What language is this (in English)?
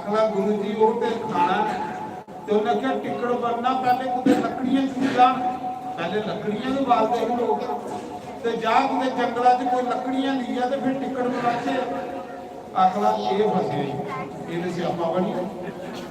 Dogri